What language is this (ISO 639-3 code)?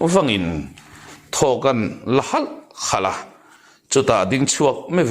lus